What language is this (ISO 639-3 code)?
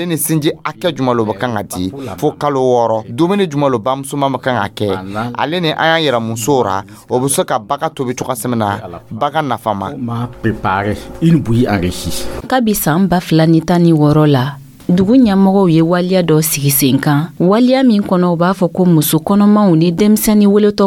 dyu